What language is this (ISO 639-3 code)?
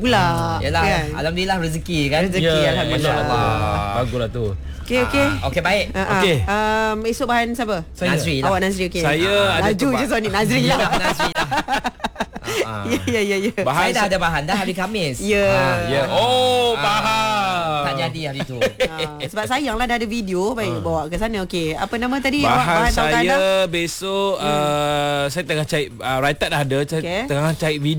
msa